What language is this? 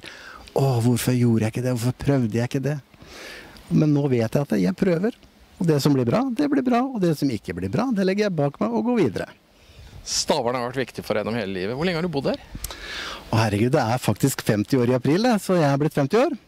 Norwegian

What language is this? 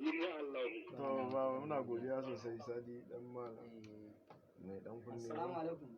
Hausa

